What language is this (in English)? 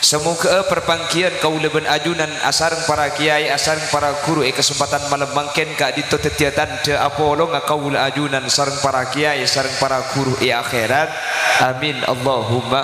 Madurese